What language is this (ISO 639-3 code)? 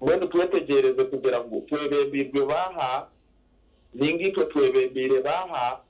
nyn